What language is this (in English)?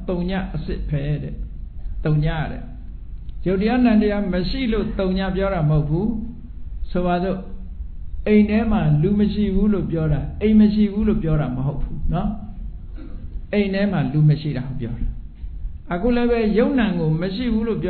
Burmese